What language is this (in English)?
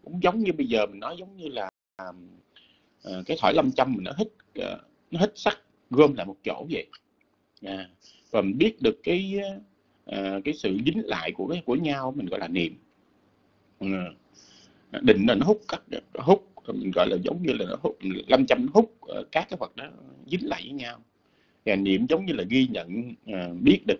Vietnamese